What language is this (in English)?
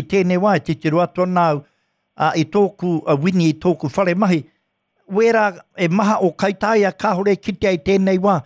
Māori